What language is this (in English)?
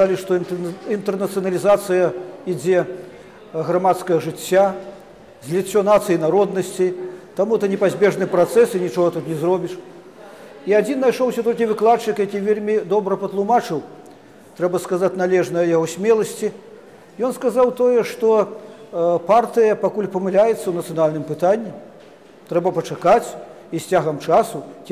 Belarusian